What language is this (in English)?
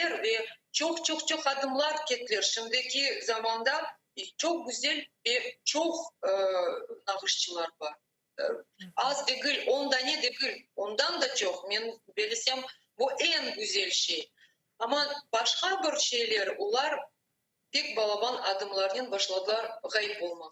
Crimean Tatar